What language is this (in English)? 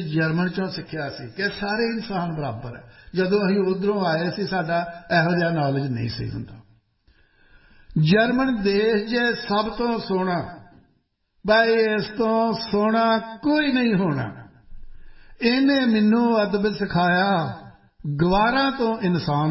Punjabi